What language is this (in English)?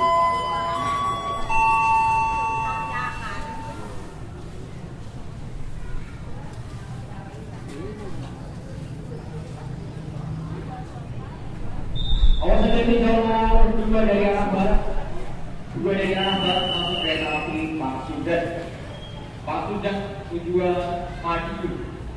Indonesian